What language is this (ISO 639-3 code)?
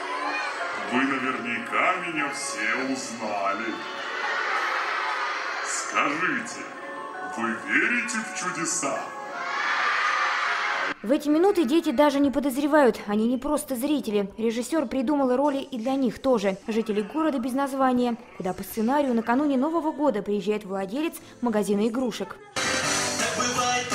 rus